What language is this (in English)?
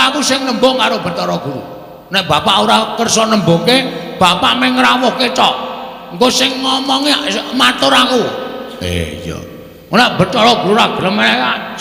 Javanese